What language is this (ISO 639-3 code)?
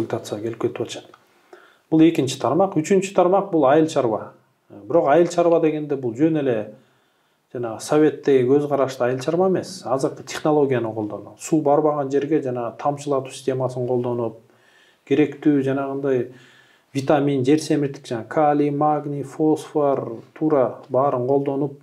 kir